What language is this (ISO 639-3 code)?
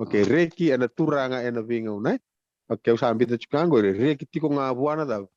fij